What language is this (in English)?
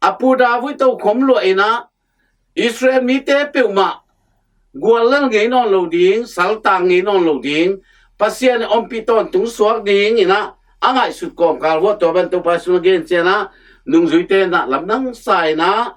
Tedim Chin